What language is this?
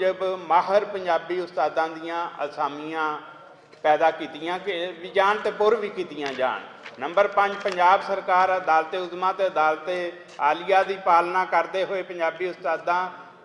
Western Panjabi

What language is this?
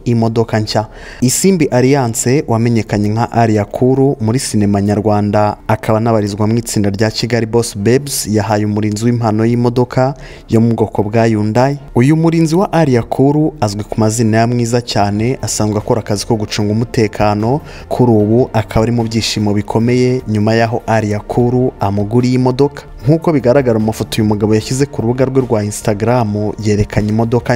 Kinyarwanda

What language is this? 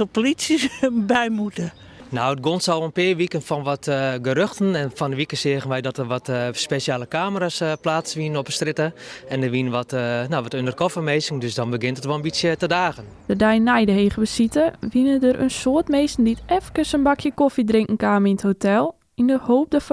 Western Frisian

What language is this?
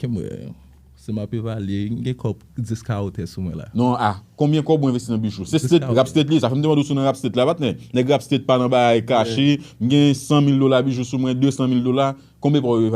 Haitian Creole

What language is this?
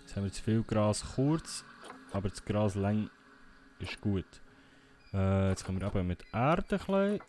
Swiss German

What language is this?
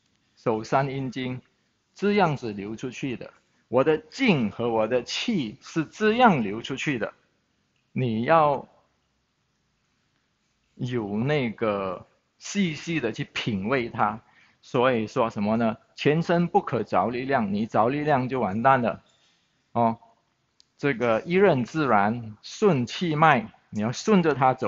Chinese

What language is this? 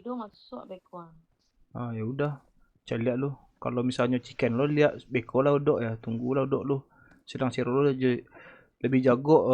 Minangkabau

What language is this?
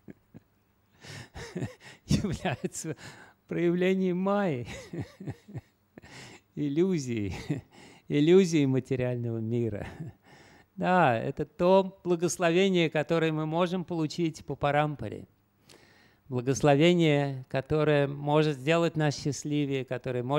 Russian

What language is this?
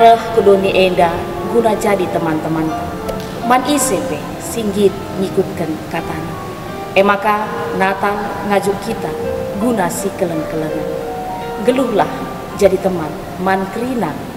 Batak Karo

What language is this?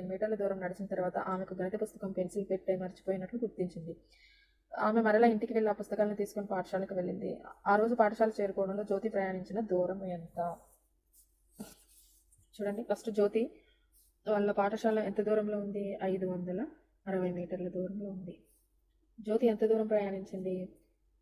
Telugu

